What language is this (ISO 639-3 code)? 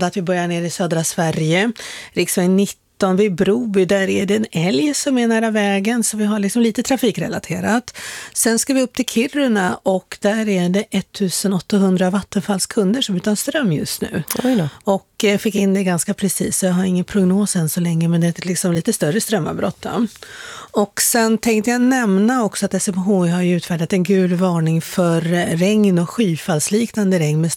swe